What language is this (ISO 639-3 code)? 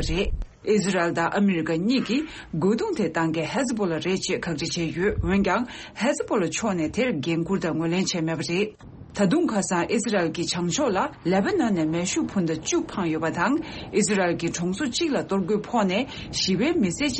bod